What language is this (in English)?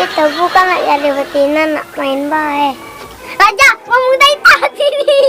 Musi